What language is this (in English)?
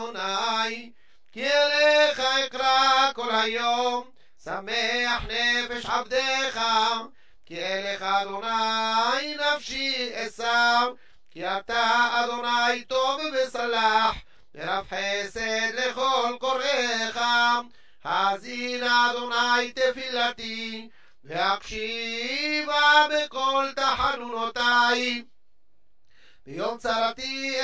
Hebrew